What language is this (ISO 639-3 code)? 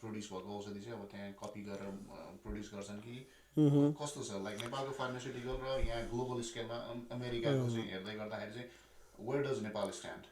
nep